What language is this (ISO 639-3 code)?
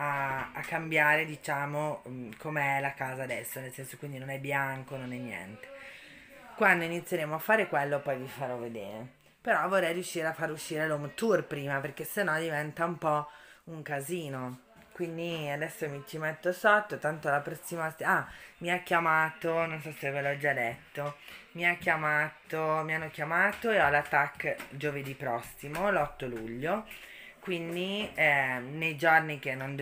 ita